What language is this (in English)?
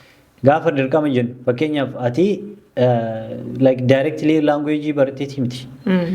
Oromo